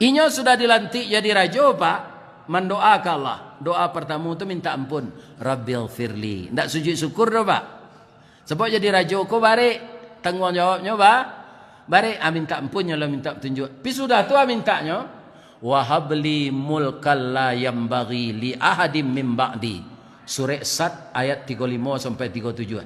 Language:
Minangkabau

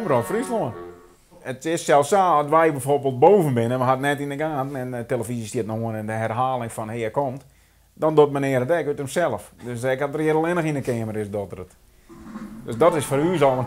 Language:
Western Frisian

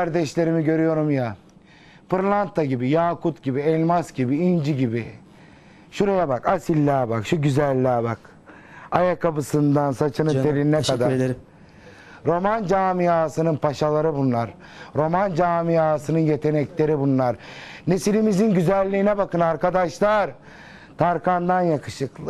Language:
Turkish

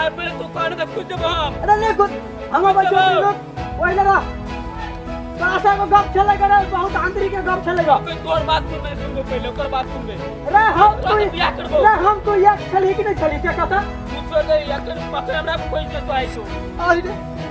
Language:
Maithili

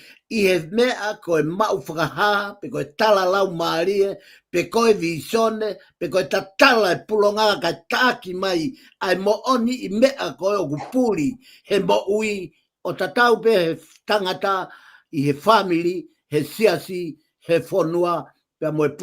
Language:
Tongan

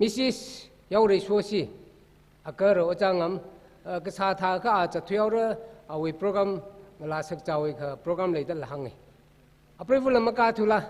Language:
Tangkhul Naga (India)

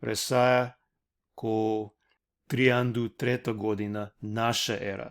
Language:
Balkan Romani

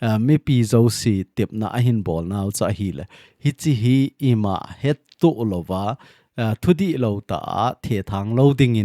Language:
Thado Chin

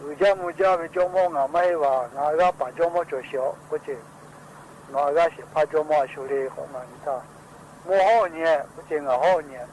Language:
Lahu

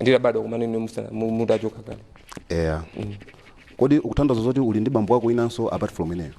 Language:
Nyanja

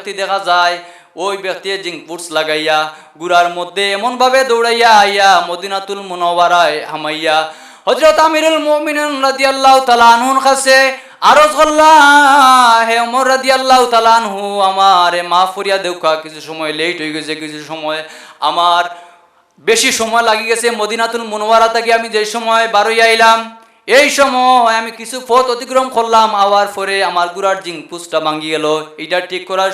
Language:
Sylheti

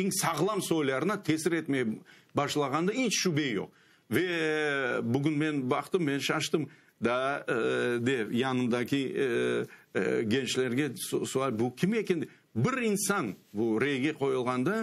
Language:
Crimean Tatar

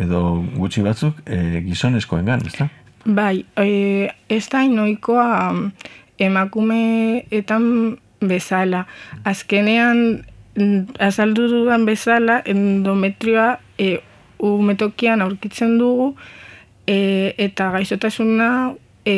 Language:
Basque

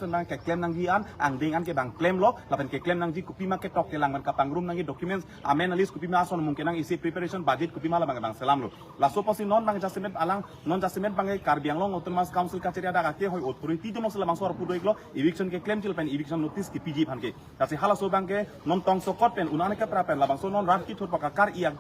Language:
Karbi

